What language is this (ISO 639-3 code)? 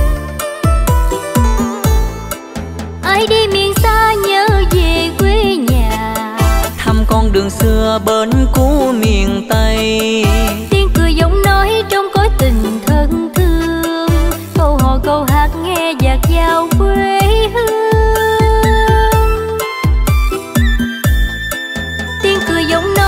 vie